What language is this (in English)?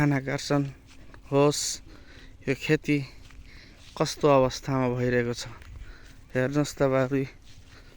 Nepali